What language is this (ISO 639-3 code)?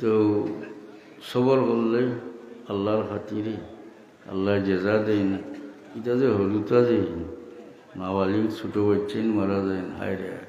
syl